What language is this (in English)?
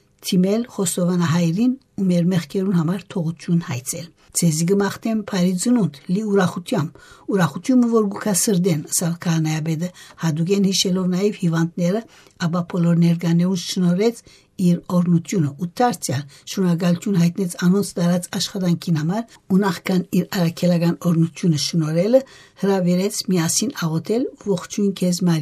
Western Armenian